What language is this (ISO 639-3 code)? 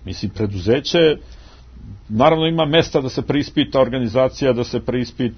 srp